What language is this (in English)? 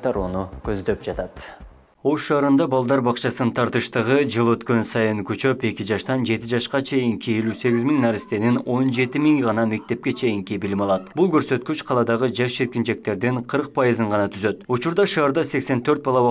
Kyrgyz